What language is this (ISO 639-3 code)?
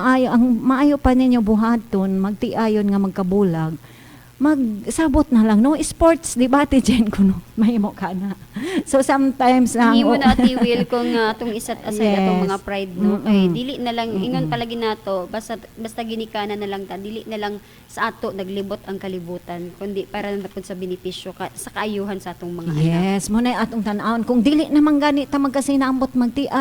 ceb